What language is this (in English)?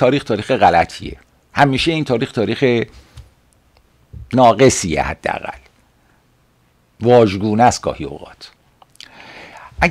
Persian